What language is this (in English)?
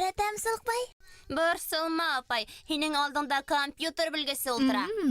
Bashkir